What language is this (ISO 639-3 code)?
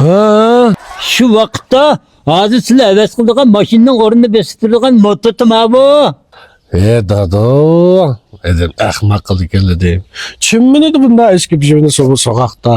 uig